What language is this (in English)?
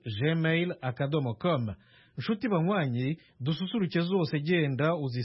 Kinyarwanda